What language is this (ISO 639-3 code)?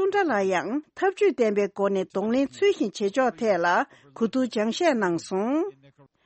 bod